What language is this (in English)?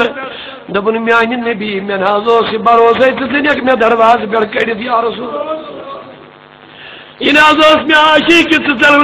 Urdu